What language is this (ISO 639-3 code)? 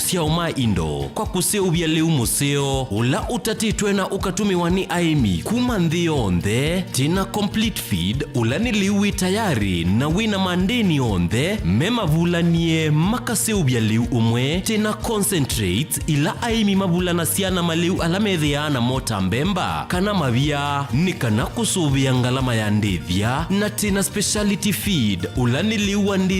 kam